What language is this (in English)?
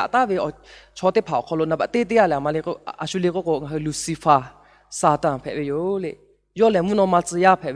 Lahu